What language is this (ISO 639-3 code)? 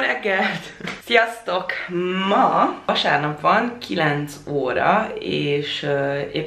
hun